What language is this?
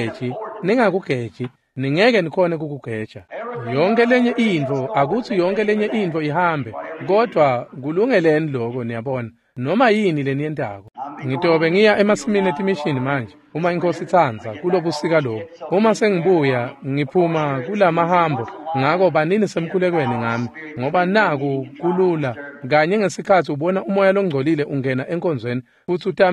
Swati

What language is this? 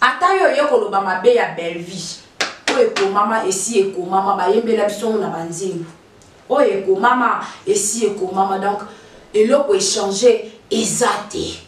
Lingala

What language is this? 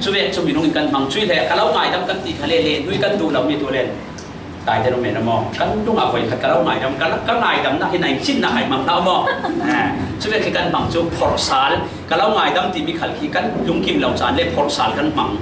Falam Chin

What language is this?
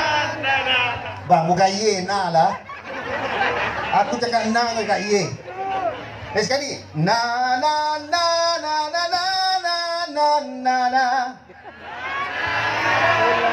Malay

